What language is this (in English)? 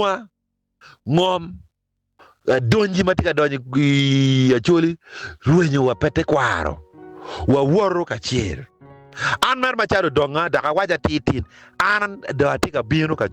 Acoli